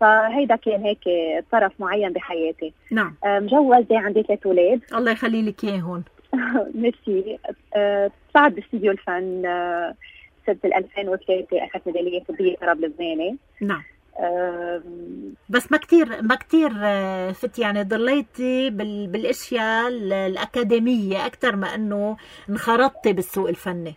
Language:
North Levantine Arabic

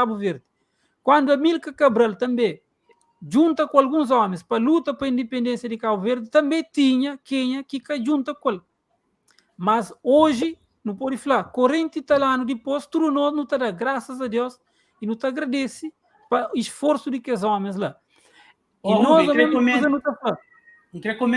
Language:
Kabuverdianu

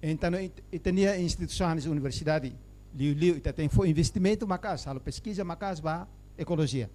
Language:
Tetum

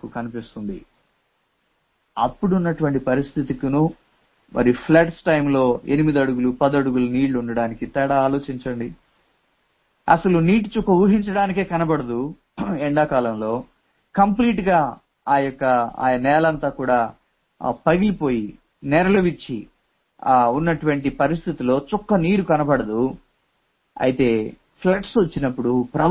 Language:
Telugu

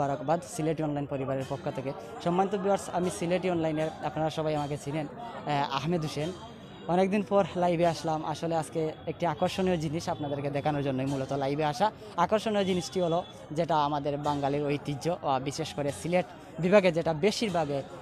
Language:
Sylheti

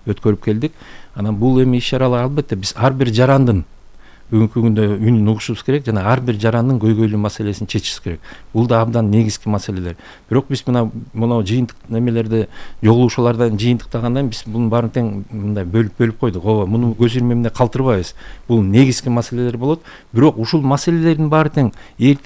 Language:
Kyrgyz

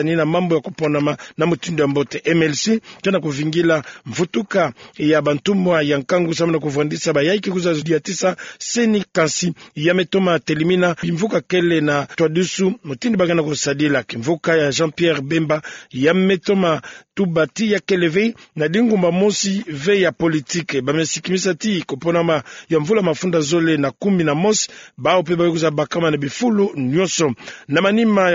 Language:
Kituba (Democratic Republic of Congo)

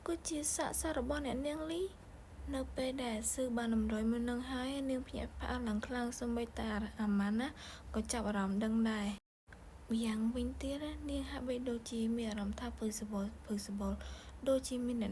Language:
Khmer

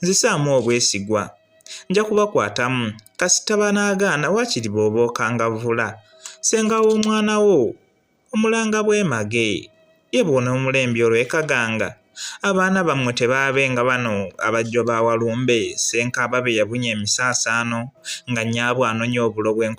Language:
Ganda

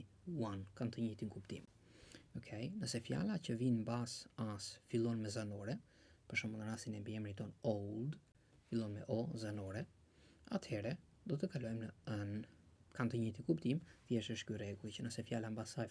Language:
Albanian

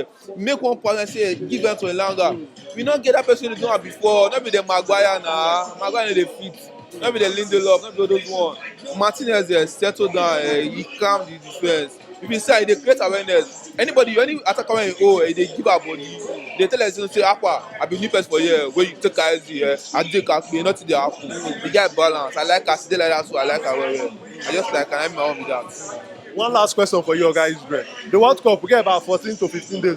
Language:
Nigerian Pidgin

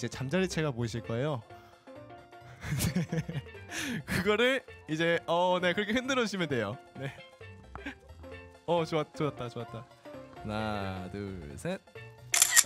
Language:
Korean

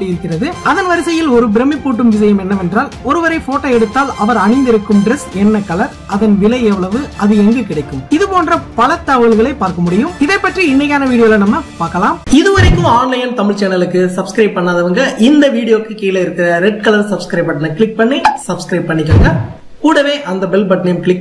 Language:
Tamil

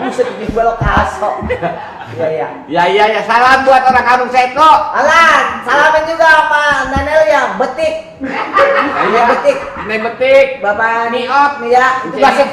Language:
Betawi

